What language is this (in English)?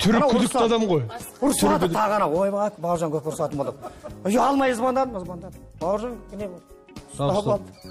Kazakh